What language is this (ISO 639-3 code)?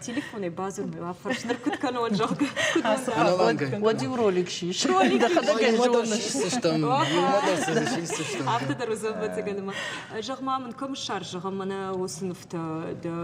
oss